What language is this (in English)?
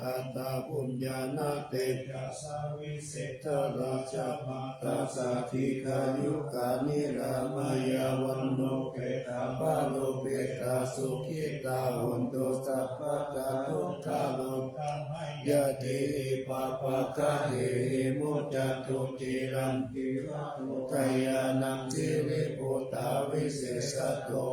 Pali